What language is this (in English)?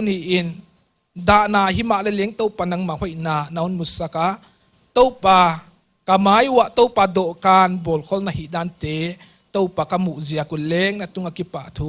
Paite Chin